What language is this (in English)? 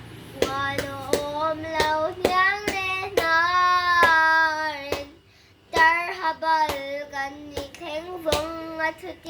Mizo